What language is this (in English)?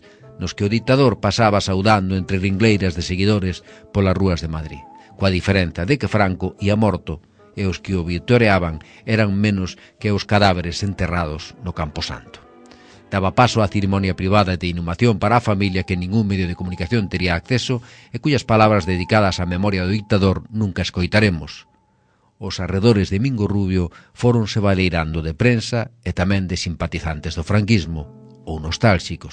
Galician